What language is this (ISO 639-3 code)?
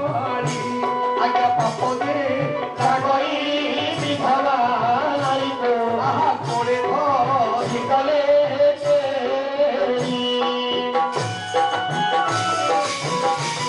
ori